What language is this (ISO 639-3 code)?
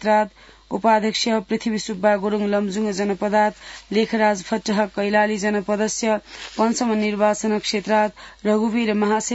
san